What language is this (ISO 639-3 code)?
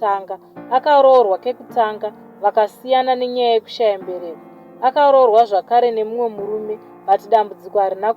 sna